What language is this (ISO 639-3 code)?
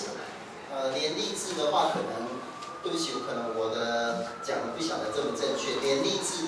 zho